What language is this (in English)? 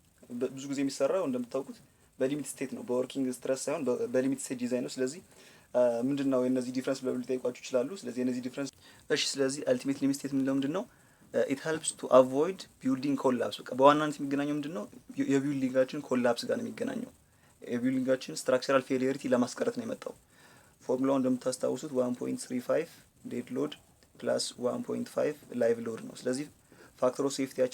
Amharic